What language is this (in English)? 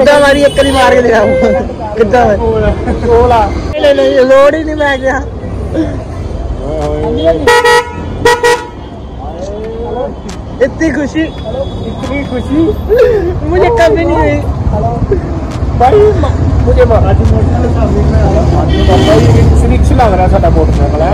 Punjabi